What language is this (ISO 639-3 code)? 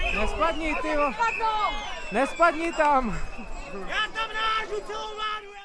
ces